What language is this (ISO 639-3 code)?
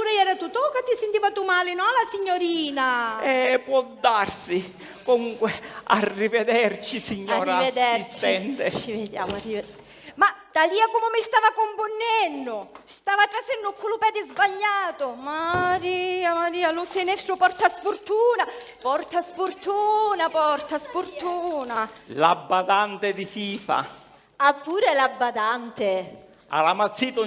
scn